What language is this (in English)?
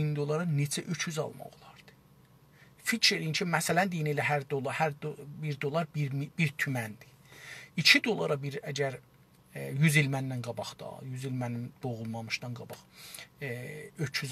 South Azerbaijani